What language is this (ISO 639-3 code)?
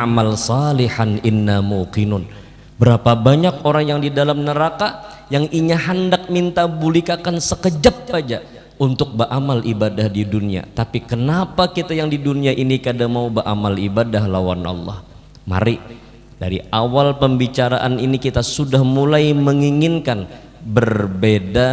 bjn